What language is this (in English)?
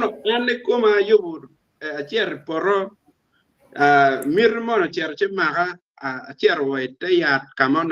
Acoli